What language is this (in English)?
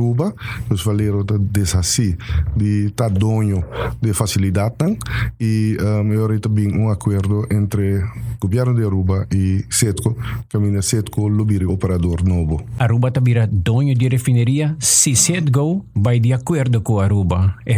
Papiamento